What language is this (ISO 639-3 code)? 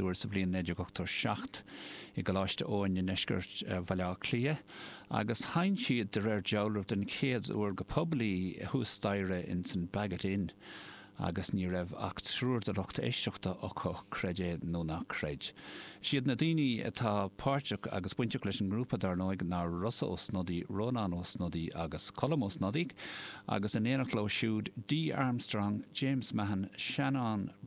gle